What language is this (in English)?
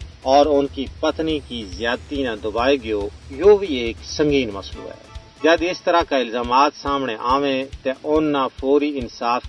Gujari